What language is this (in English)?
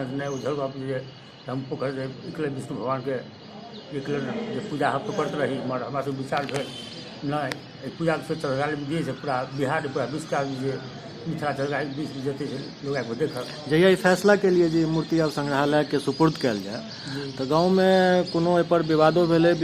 Maithili